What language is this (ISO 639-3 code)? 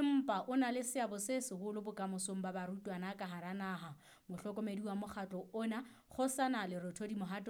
sot